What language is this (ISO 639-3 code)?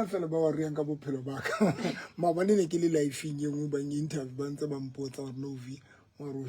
sot